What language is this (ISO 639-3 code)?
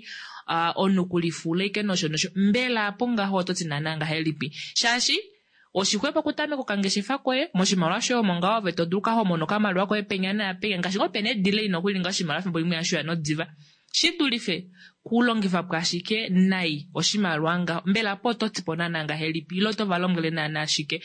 kua